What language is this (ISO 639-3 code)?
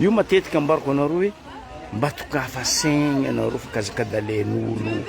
mlg